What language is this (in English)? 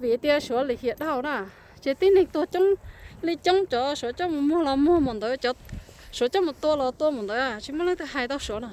Hmong